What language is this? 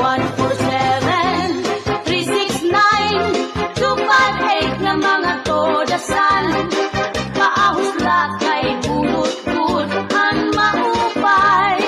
Waray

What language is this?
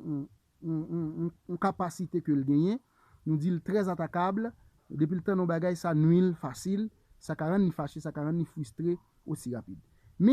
Haitian Creole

